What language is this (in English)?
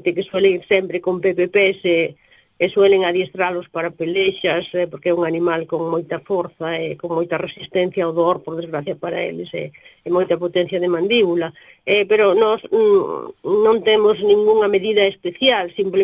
Galician